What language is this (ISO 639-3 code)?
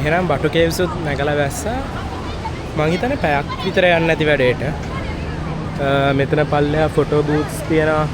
sin